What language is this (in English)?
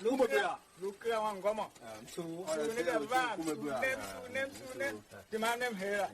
Tiv